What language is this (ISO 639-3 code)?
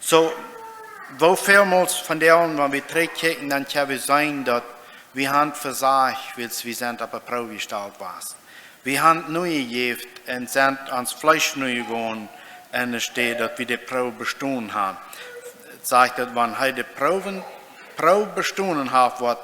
pdt